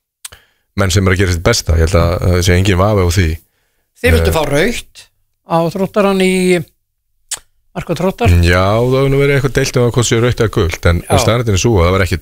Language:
Icelandic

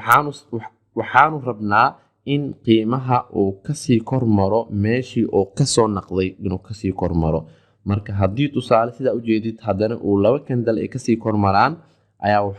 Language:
Somali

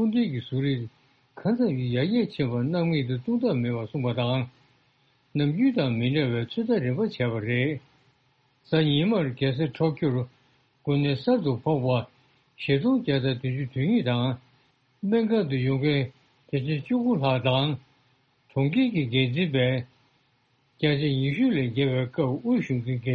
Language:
Tibetan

